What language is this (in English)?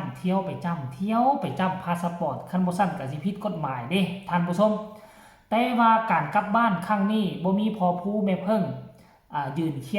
Northeastern Thai